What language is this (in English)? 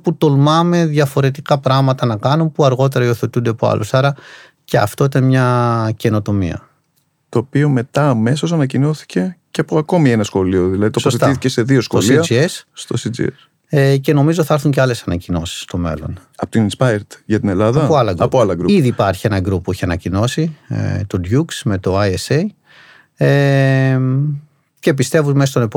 Greek